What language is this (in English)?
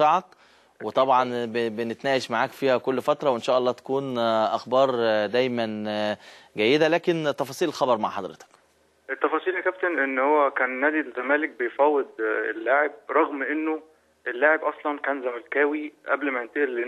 Egyptian Arabic